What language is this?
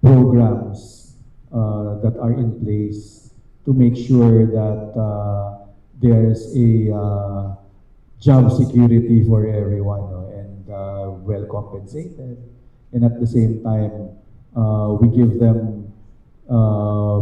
Cebuano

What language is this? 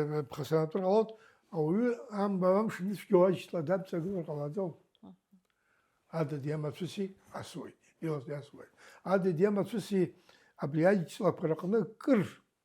Abkhazian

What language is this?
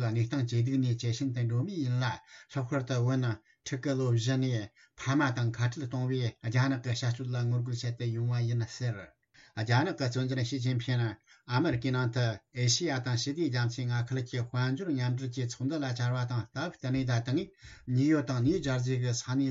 Tibetan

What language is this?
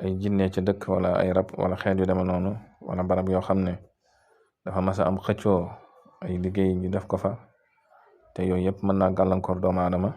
Wolof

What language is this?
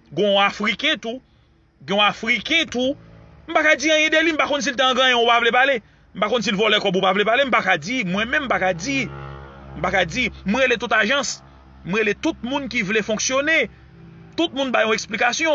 Haitian Creole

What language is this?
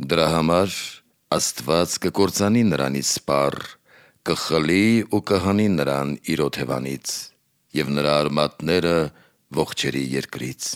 Armenian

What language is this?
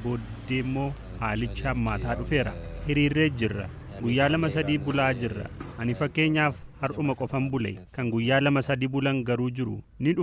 Oromo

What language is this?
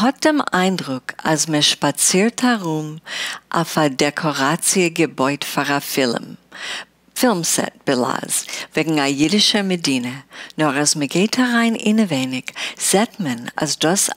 Yiddish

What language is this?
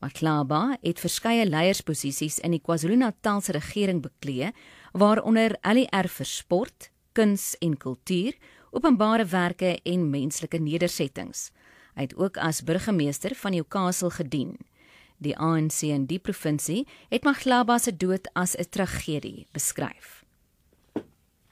Afrikaans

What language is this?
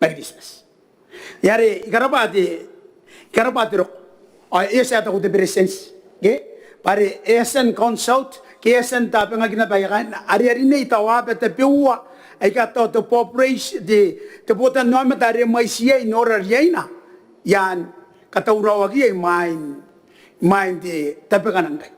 Gilbertese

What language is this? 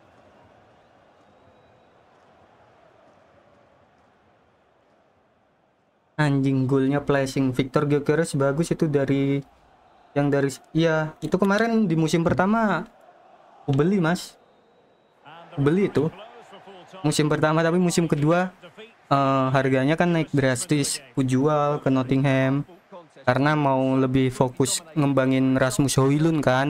Indonesian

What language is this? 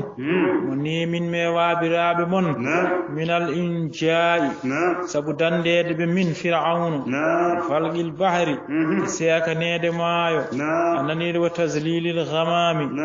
Fula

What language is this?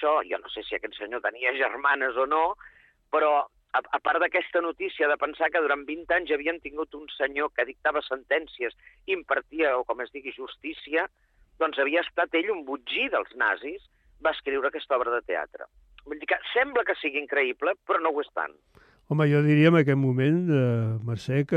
Catalan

